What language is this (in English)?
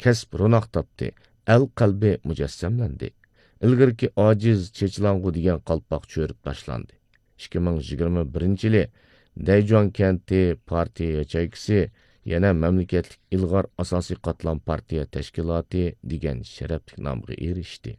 Uyghur